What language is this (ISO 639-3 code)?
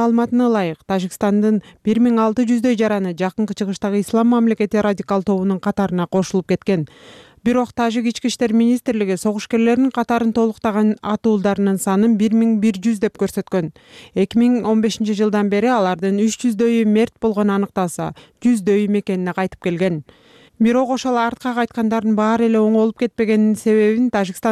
kir